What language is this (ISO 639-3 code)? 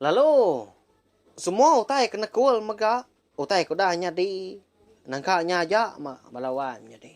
iba